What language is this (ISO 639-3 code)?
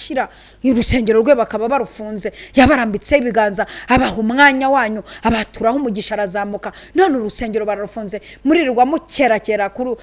kin